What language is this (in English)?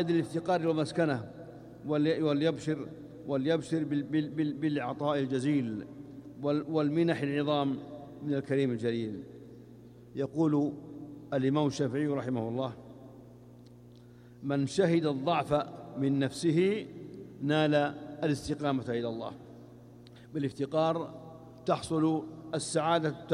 Arabic